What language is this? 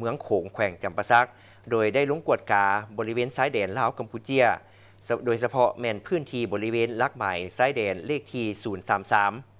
Lao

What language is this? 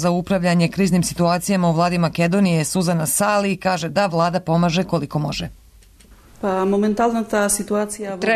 Serbian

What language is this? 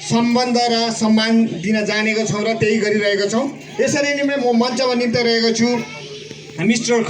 Nepali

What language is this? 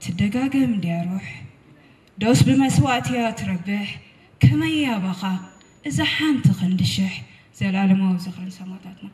Tigrinya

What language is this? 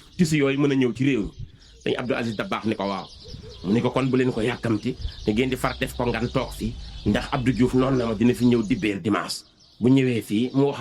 Wolof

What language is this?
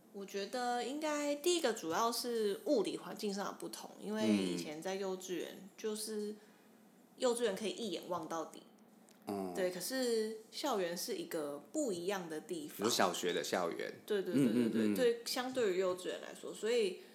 Chinese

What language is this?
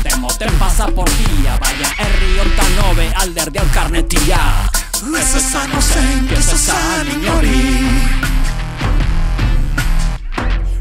Basque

